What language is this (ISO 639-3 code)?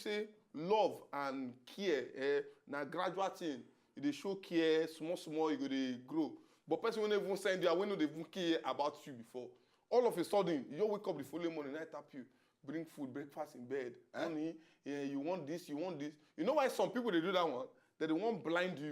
pcm